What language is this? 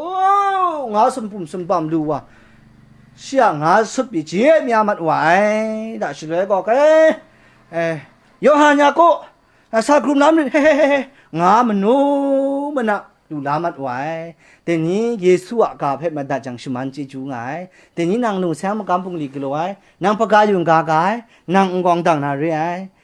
Kachin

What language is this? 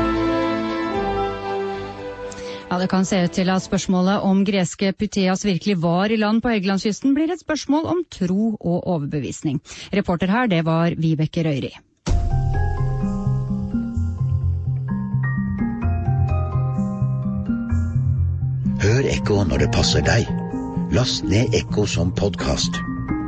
Norwegian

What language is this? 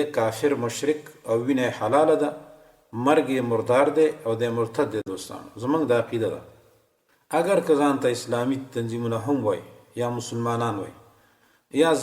Pashto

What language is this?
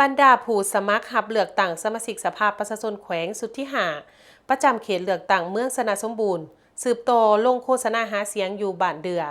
Lao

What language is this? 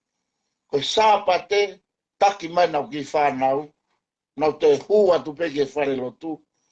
Tongan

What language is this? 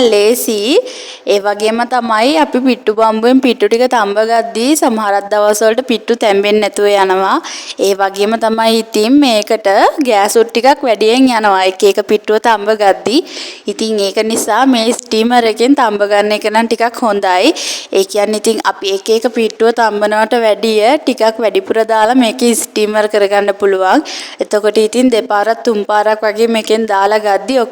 Sinhala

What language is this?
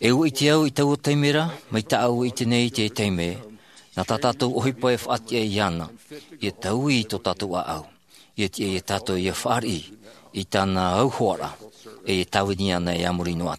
Tahitian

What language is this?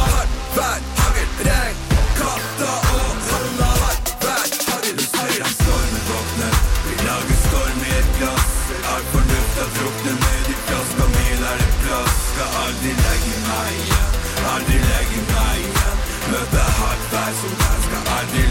Norwegian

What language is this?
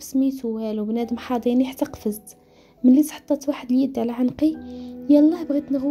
Moroccan Arabic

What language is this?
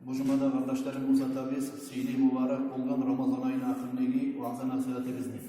Kumyk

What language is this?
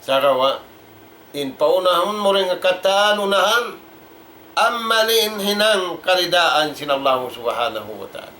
Tausug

